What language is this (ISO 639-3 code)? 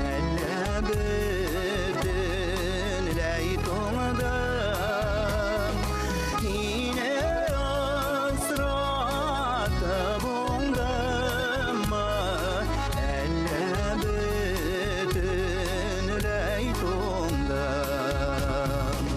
bak